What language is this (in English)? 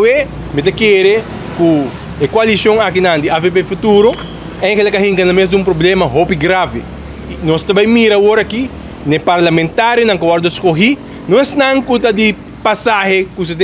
Papiamento